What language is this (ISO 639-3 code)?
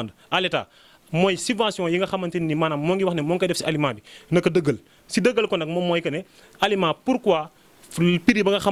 wol